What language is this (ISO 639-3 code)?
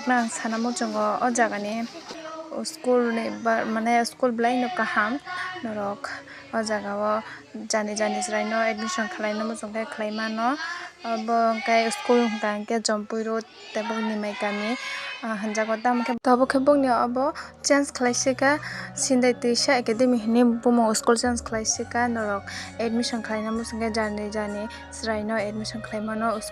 trp